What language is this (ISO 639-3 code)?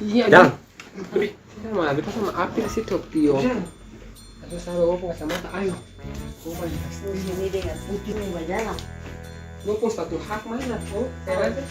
abs